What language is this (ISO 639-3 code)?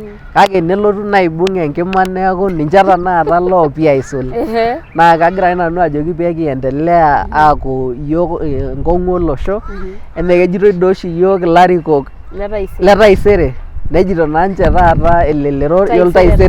mas